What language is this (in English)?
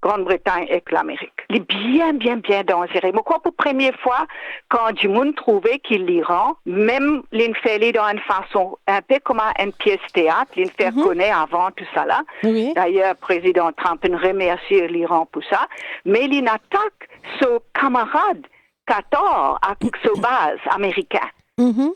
Morisyen